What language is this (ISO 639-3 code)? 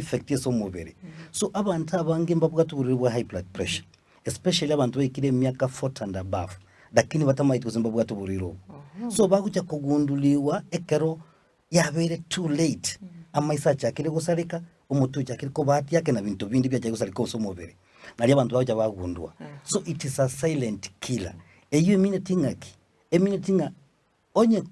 guz